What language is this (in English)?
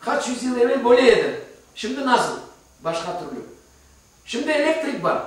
Crimean Tatar